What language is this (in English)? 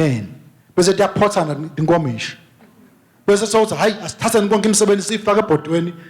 Swati